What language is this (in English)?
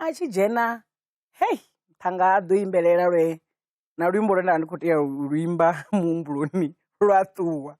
Venda